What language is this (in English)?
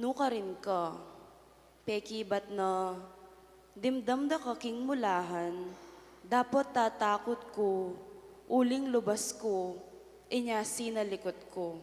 Pampanga